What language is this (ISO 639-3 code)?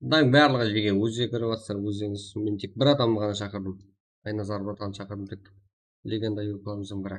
kaa